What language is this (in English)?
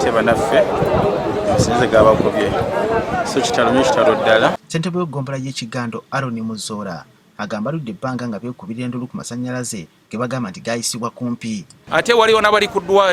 Ganda